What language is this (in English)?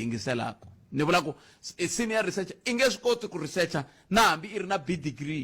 Tsonga